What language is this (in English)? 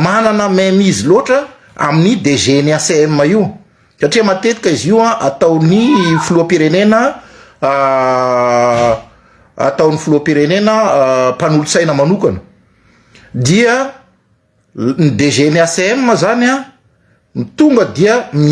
Malagasy